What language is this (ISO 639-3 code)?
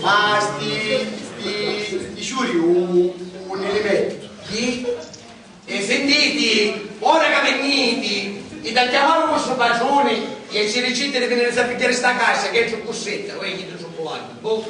scn